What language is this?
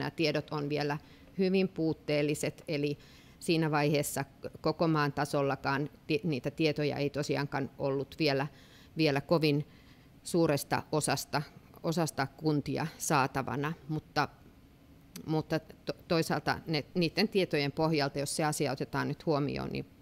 Finnish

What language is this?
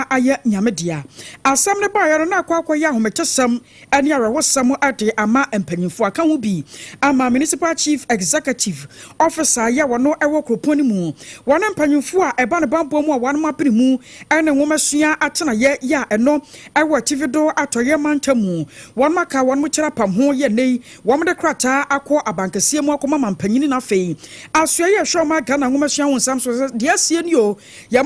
Akan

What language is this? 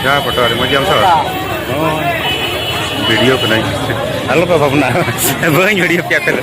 Santali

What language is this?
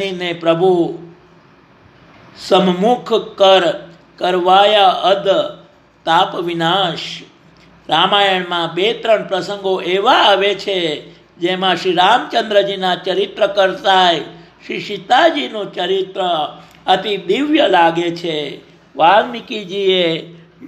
Gujarati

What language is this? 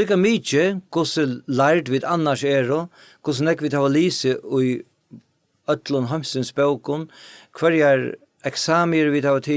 Faroese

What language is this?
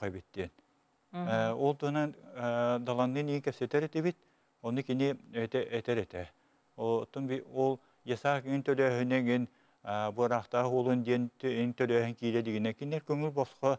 Yakut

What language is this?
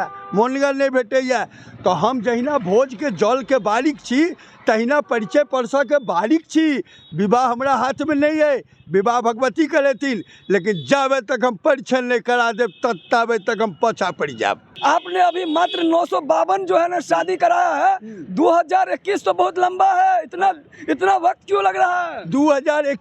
Maithili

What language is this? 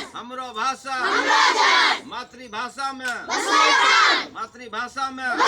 Angika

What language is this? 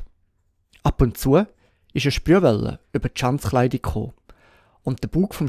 Swiss German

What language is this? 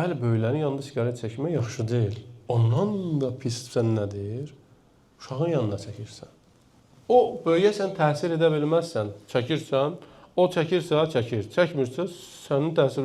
Azerbaijani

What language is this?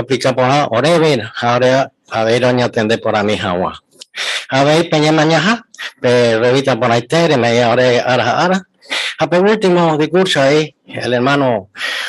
Guarani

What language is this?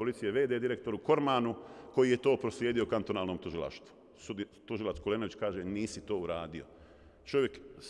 Bosnian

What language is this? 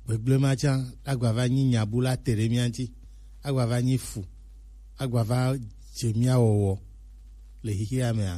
Gen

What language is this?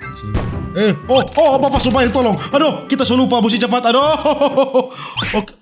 Manado Malay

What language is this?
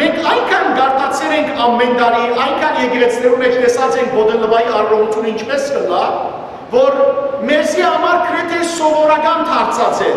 Western Armenian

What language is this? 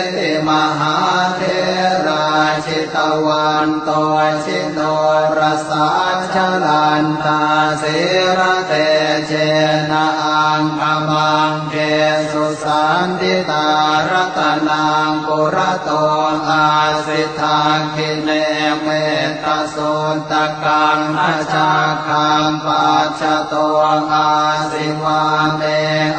Pali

